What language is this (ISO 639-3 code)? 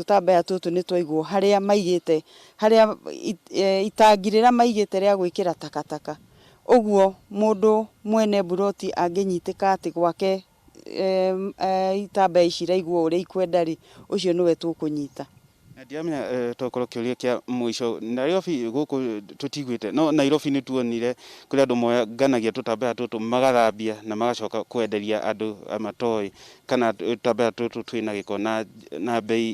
kik